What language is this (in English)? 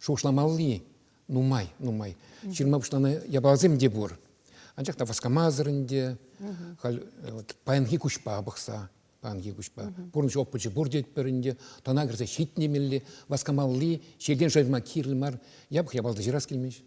Chuvash